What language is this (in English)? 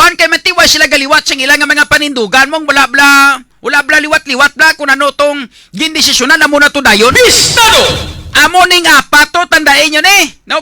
Hiligaynon